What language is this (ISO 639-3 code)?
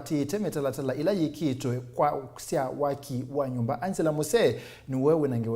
kam